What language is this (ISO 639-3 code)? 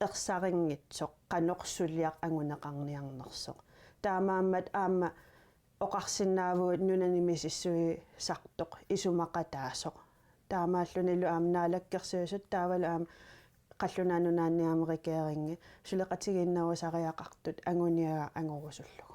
kal